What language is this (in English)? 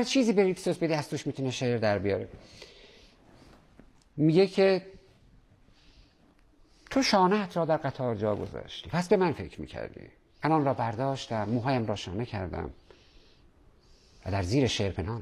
Persian